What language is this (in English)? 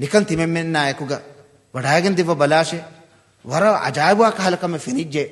Divehi